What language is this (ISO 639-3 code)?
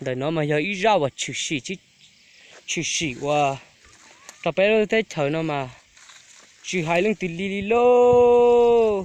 hmn